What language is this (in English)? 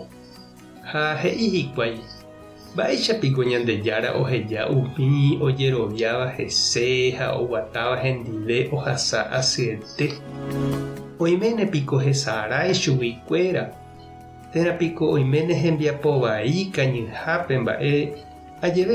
Guarani